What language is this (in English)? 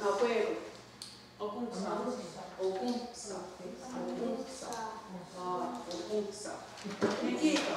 Mohawk